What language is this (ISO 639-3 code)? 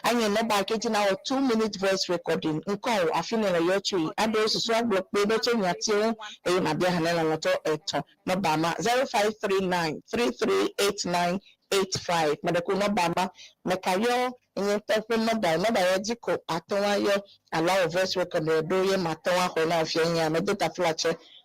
ewe